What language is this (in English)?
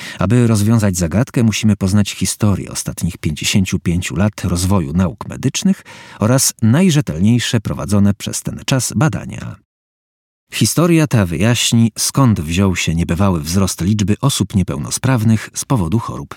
Polish